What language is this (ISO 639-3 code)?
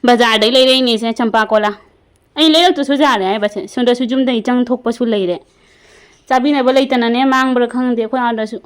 mni